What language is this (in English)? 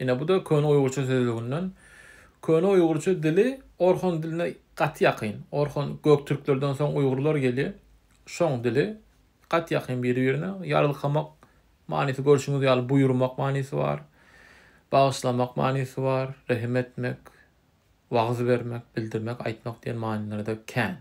Turkmen